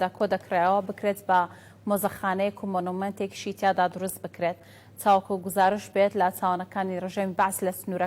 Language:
Central Kurdish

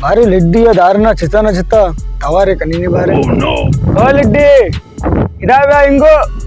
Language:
Baluchi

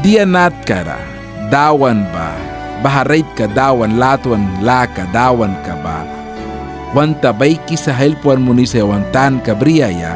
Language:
Mískito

